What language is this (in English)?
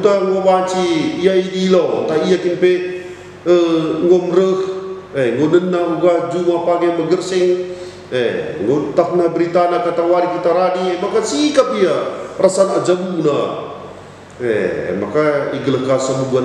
Batak Karo